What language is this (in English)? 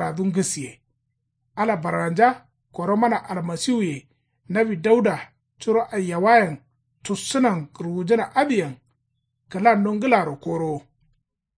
Kanuri